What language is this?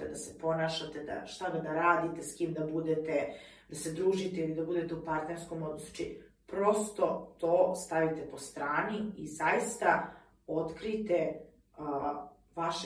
Croatian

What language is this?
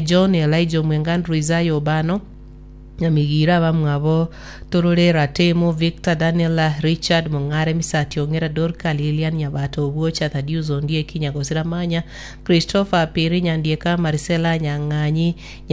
Gusii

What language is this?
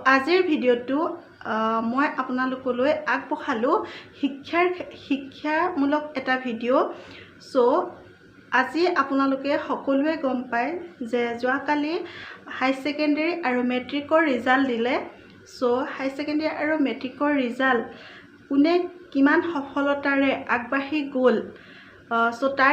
Assamese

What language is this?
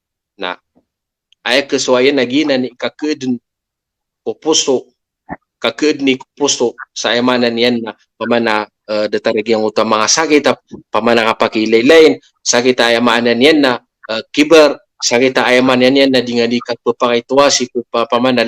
Maranao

